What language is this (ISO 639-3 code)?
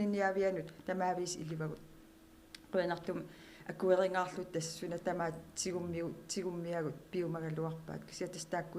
kal